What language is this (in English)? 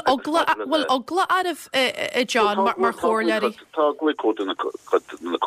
Irish